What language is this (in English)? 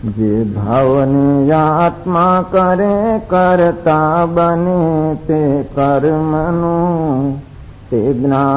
Gujarati